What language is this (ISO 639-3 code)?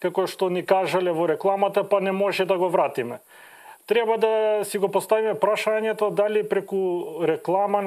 mkd